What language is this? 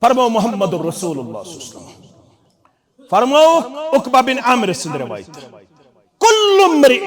Kashmiri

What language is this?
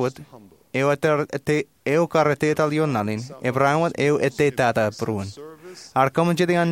Marshallese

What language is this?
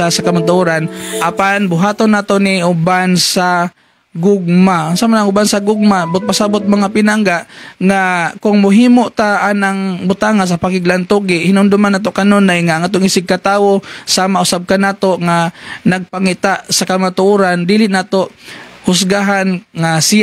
Cebuano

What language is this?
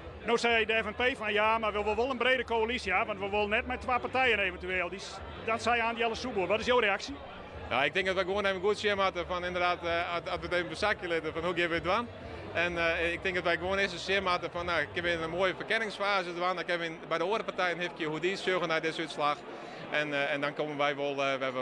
Western Frisian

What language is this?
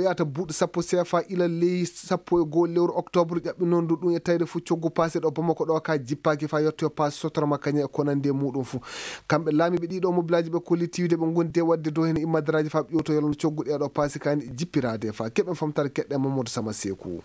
Maasina Fulfulde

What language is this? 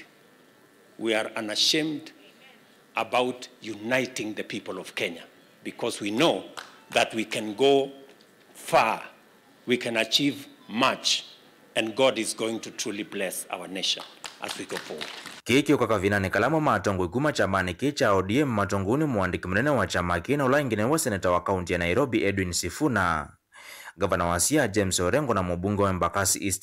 Kamba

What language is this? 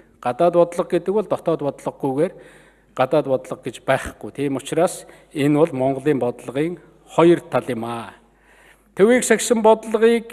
Mongolian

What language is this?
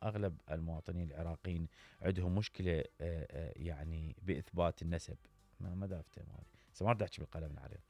Mesopotamian Arabic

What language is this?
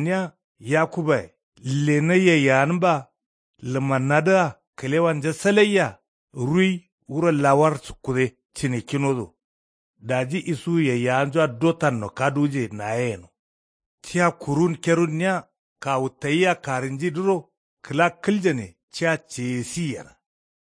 Kanuri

